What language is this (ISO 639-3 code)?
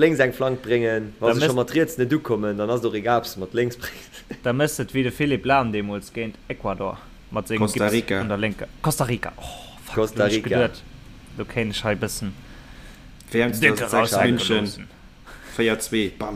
ltz